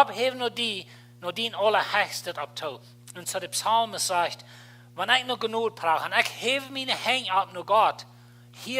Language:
Plautdietsch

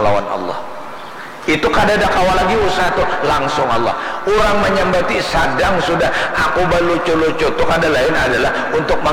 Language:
Banjar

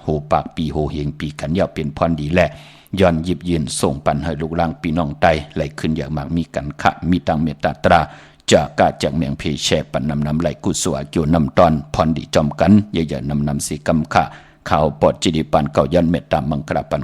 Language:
Shan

